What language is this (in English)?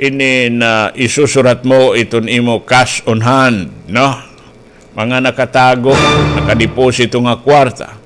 Waray